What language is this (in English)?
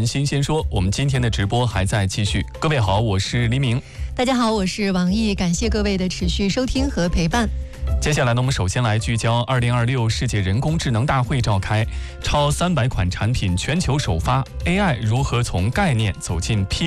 Chinese